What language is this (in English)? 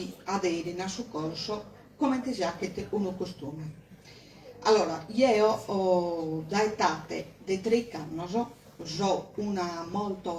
Sardinian